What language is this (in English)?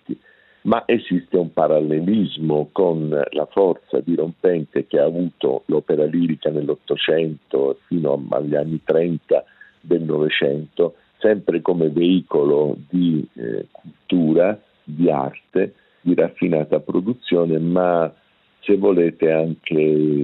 Italian